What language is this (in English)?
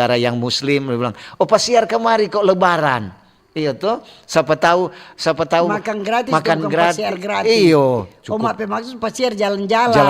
Manado Malay